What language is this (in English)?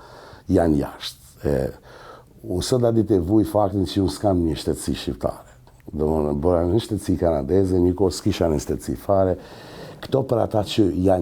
Albanian